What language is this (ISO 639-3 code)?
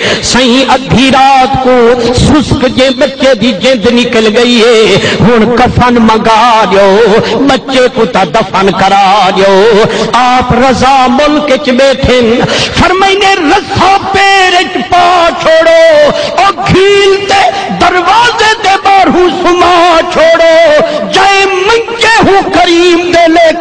skr